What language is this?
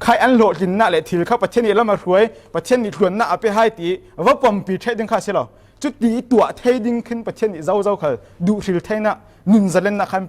Falam Chin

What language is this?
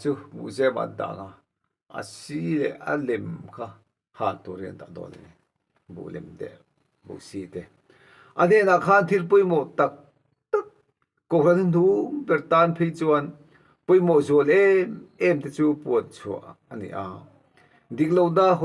Mizo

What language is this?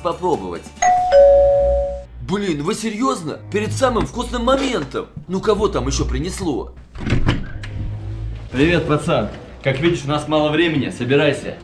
Russian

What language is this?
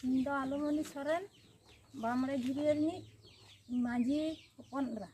Santali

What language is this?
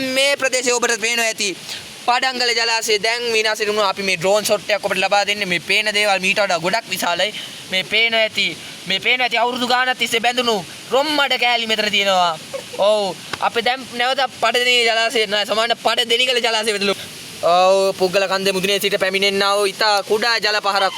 Sinhala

